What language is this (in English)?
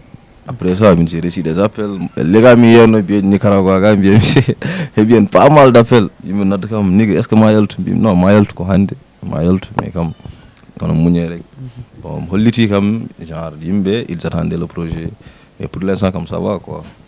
Fula